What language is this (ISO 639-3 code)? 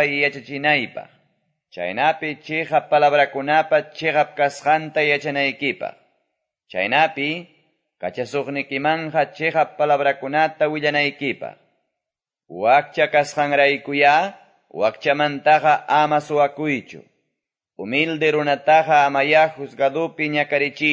que